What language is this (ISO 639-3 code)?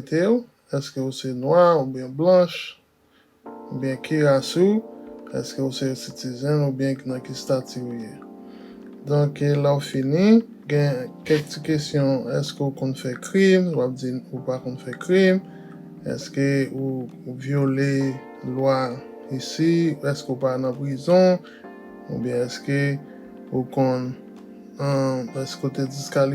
hat